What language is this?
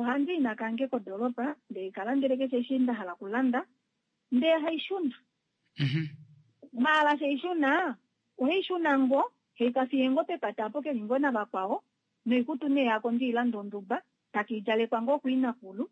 Kuanyama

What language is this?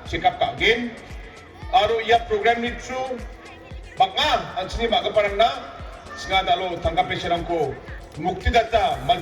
Garo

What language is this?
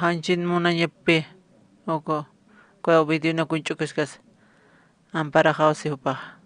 Aymara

